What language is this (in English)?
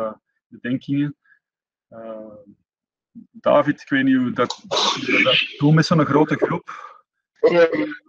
Dutch